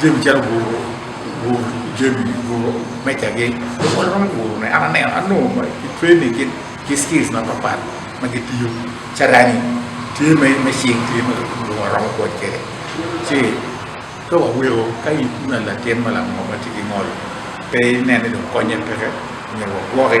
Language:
Acoli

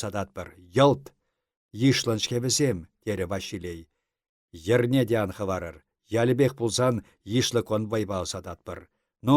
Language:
Chuvash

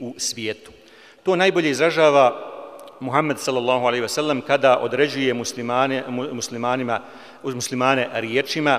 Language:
Bosnian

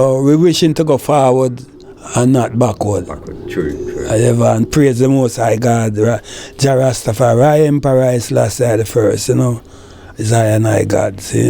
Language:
Jamaican Creole English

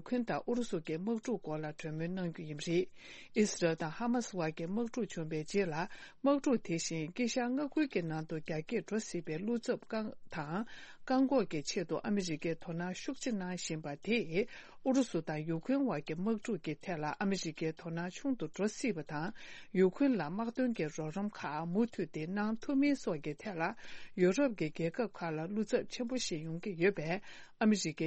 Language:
Tibetan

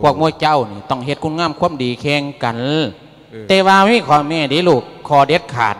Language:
Lao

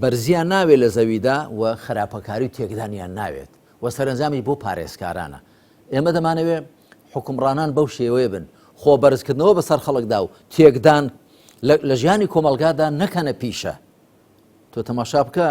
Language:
Central Kurdish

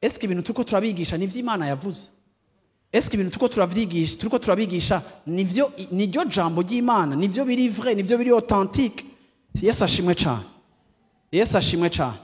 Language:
Rundi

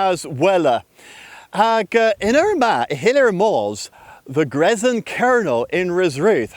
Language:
Cornish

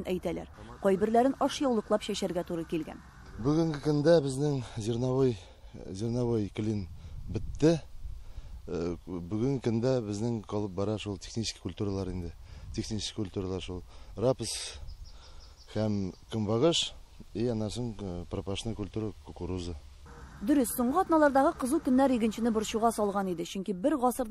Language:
Tatar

